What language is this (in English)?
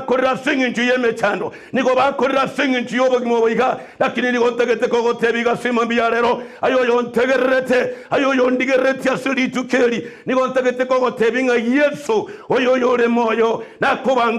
Gusii